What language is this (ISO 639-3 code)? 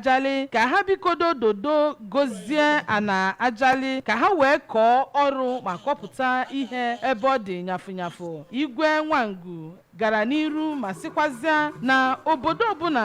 ibo